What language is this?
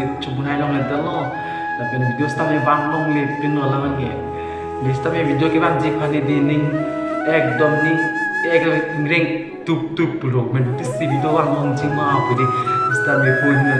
Karbi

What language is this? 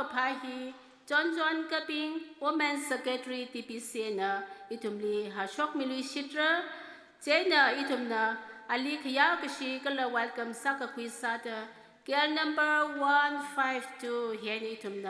Tangkhul Naga (India)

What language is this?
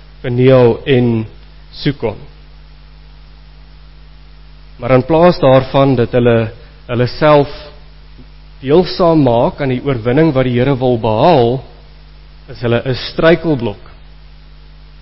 Afrikaans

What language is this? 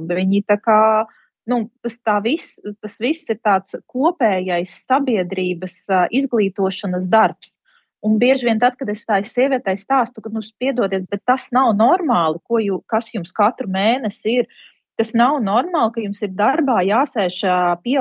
Latvian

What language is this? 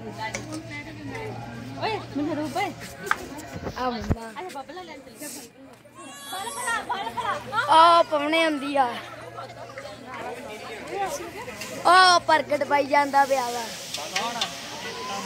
Punjabi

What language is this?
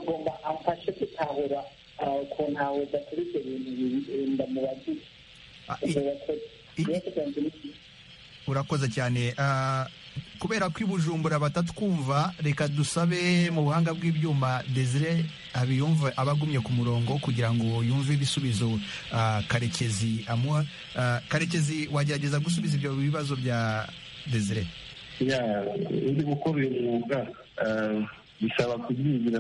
Kinyarwanda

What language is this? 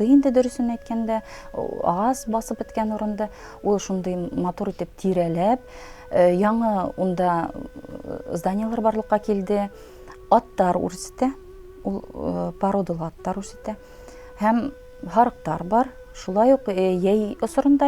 Bashkir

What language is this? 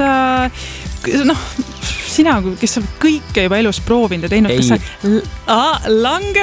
Estonian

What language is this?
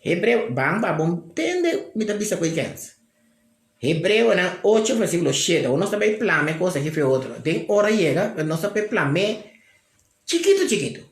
Papiamento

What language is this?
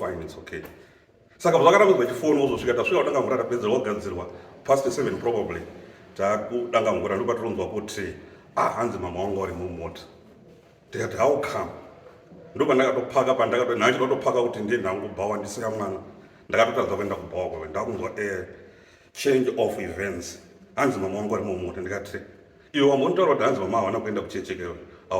Shona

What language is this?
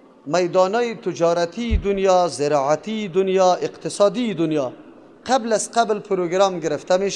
Persian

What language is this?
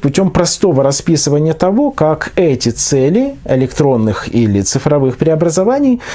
Russian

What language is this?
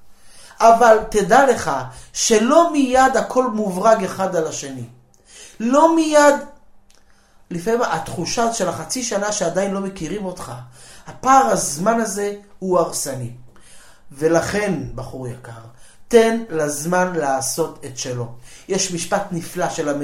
Hebrew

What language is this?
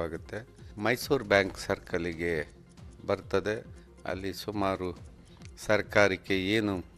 Kannada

